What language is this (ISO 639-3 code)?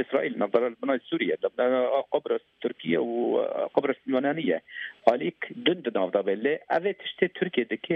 kur